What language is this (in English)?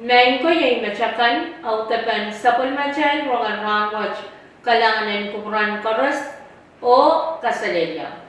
Pohnpeian